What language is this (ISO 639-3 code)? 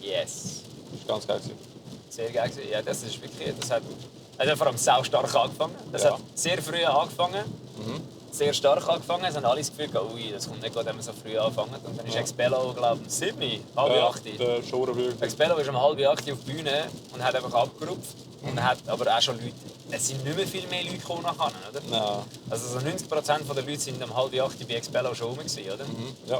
gsw